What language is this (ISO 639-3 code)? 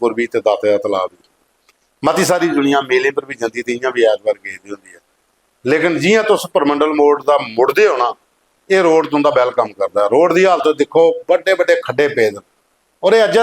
doi